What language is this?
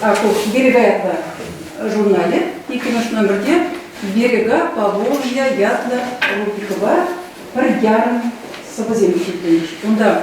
Chuvash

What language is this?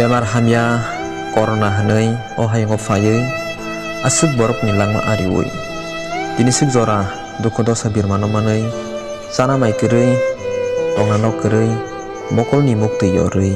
Kok Borok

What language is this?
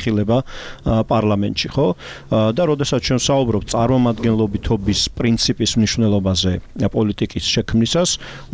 Georgian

